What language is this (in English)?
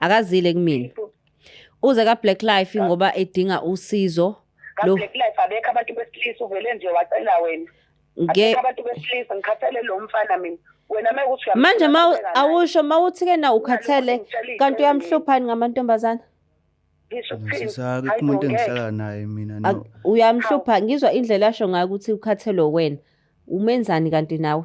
Zulu